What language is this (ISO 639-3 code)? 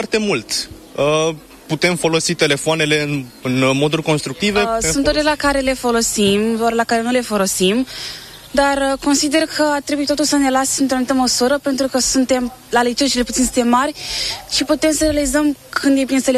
ron